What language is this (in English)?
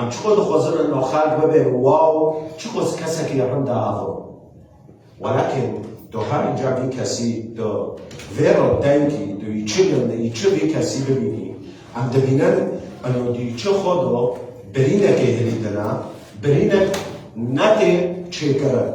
Kurdish